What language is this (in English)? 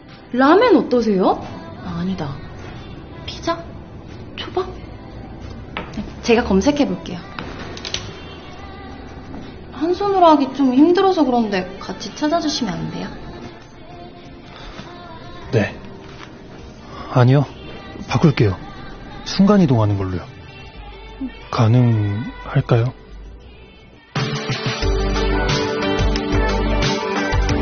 Korean